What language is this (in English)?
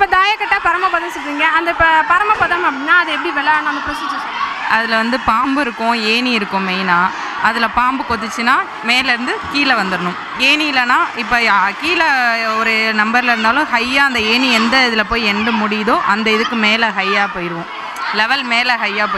Tamil